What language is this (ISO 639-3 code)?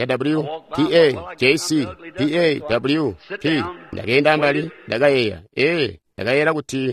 toi